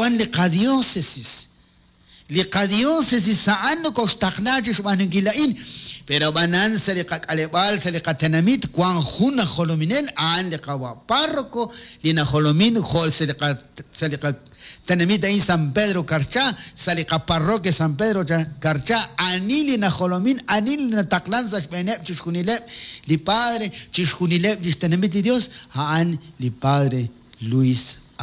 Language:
Kekchí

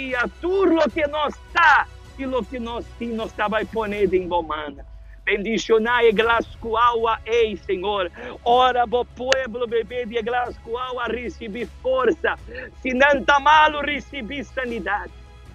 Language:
Papiamento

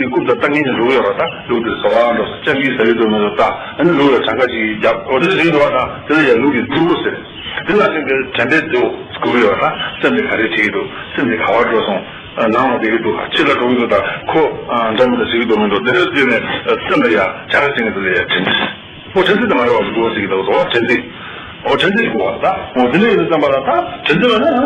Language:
Tibetan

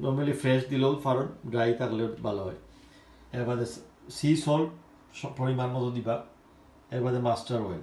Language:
Sylheti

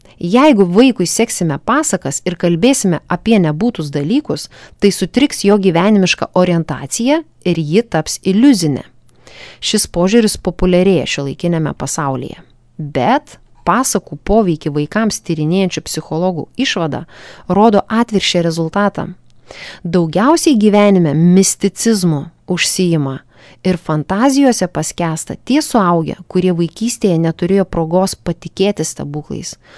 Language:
Lithuanian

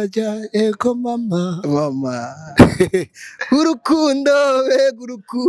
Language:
Rundi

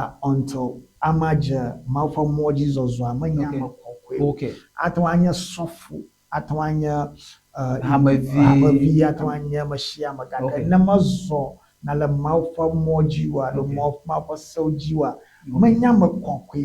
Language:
Ewe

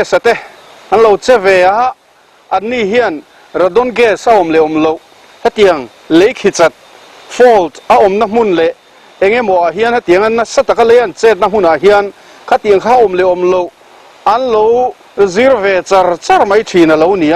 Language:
Mizo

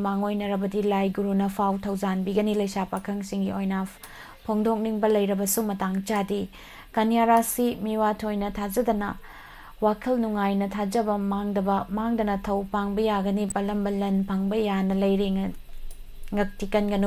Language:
Manipuri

